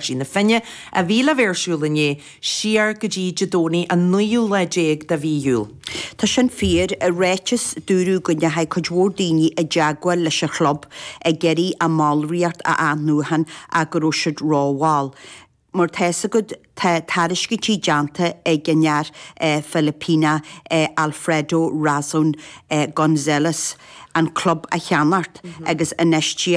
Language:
Irish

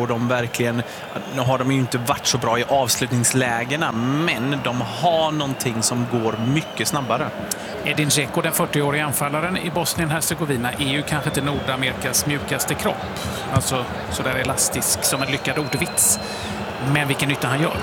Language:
Swedish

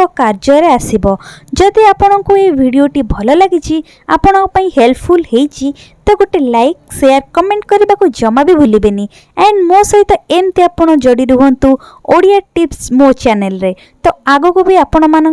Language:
Odia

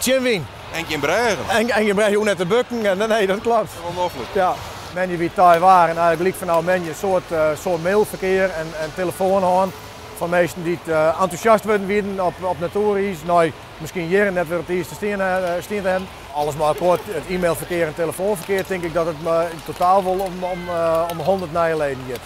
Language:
Western Frisian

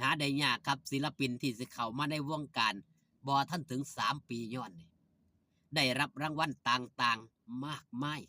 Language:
Lao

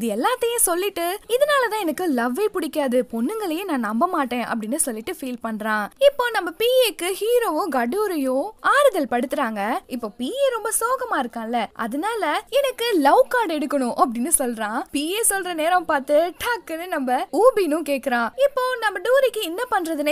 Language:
Tamil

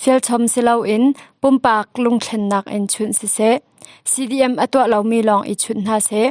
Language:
Hakha Chin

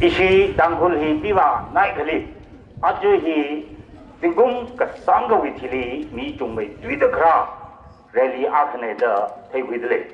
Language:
Tangkhul Naga (India)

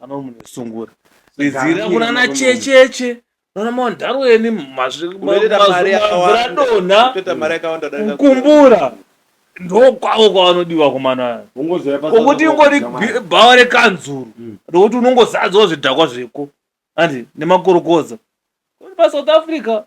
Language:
Shona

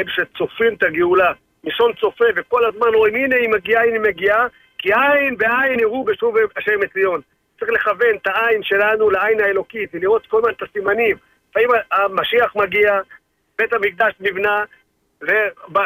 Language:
Hebrew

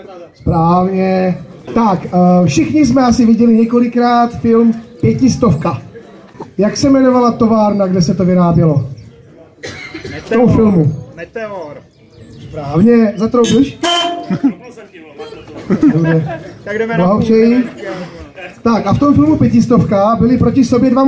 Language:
Czech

